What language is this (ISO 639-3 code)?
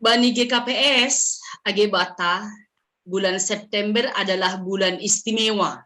bts